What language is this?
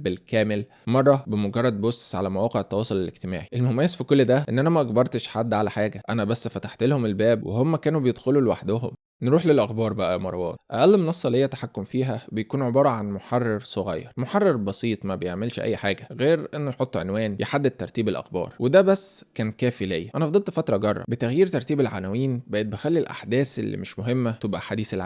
Egyptian Arabic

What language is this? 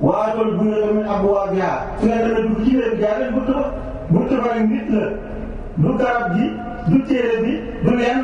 Wolof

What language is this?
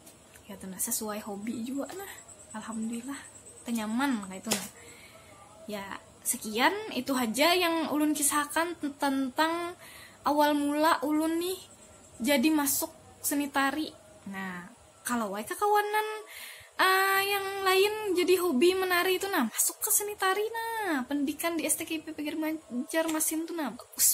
Banjar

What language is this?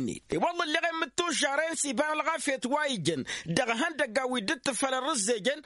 Tamasheq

